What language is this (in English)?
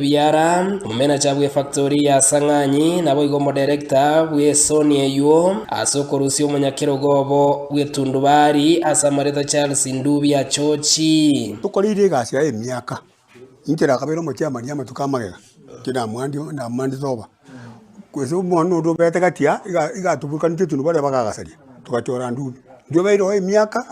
Gusii